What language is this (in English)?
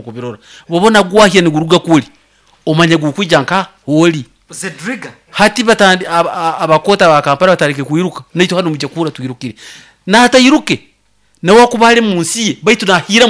Nyoro